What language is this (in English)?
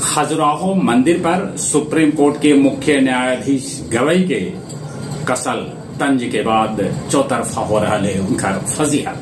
Magahi